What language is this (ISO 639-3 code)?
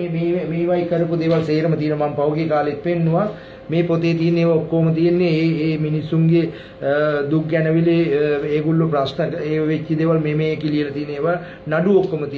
sin